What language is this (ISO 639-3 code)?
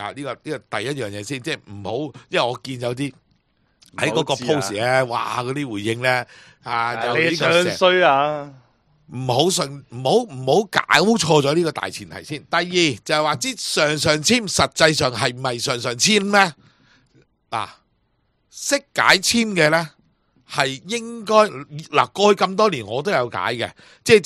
yue